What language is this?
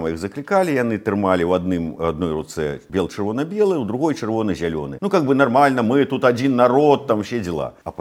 Belarusian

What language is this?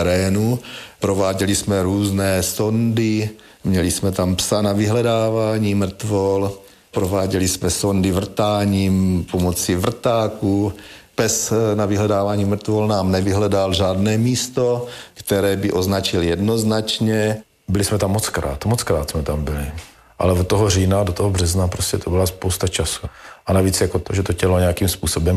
Czech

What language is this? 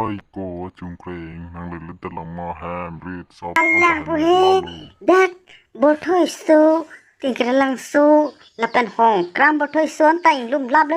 Karbi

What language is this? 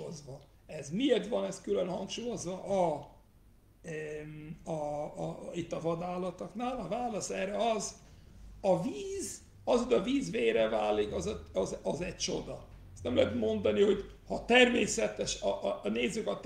Hungarian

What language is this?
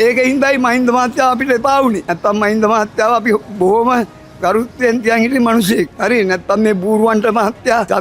Sinhala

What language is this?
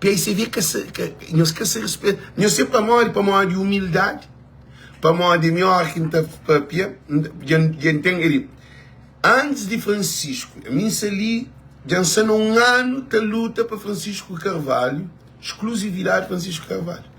Kabuverdianu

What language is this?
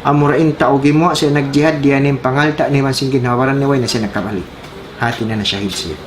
Tausug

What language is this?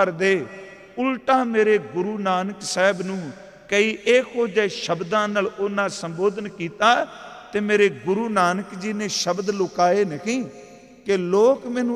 Punjabi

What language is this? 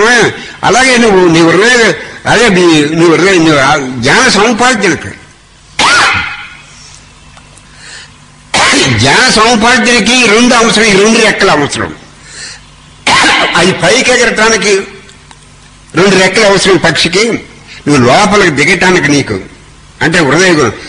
Telugu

